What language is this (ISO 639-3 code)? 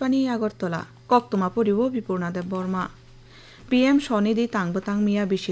trp